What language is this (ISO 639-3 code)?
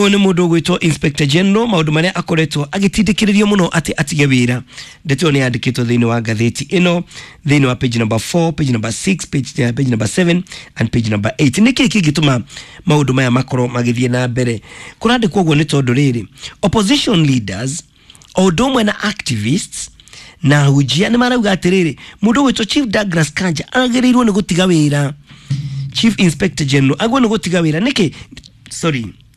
kik